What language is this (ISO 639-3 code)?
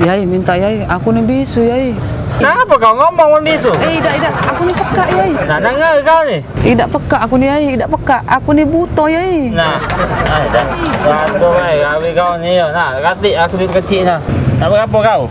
mui